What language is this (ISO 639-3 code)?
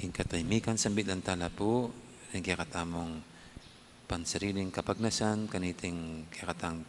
pam